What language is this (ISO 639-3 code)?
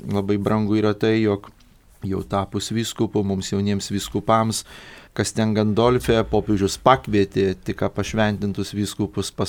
lit